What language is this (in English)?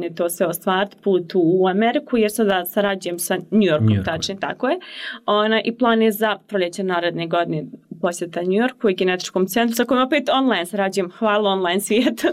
Bosnian